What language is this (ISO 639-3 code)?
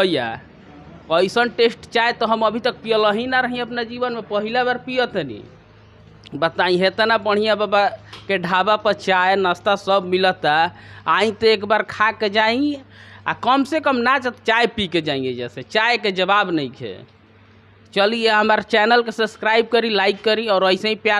bho